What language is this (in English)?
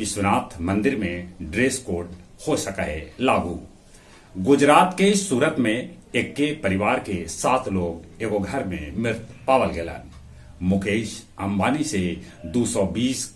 Magahi